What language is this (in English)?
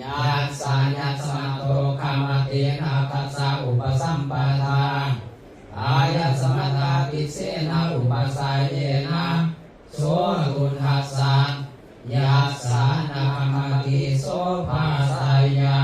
Pali